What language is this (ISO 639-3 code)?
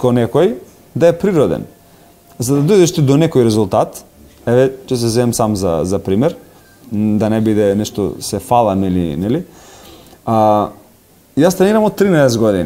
mkd